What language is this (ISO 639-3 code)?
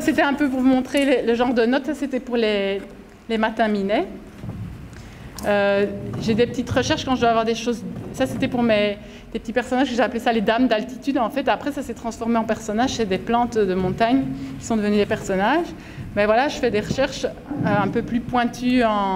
fra